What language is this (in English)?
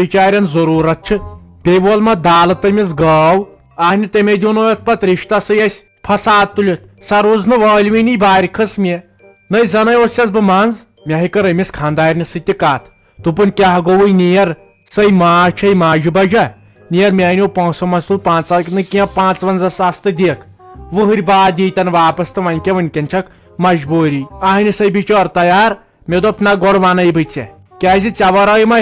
Kashmiri